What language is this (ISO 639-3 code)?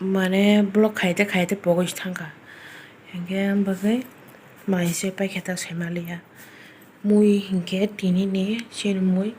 trp